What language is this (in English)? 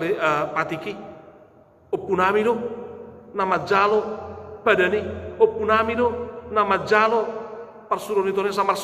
Batak Toba